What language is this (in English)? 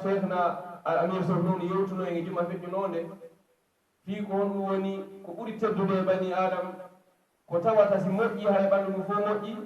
Pular